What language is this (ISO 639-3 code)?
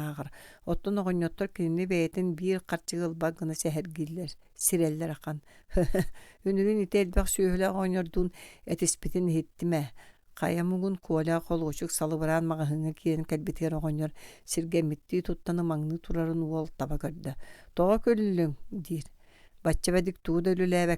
sah